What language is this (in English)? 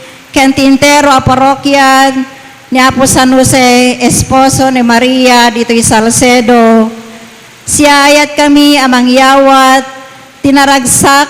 Iloko